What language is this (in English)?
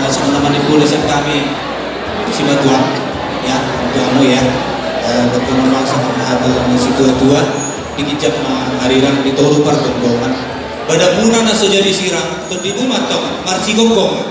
Batak Toba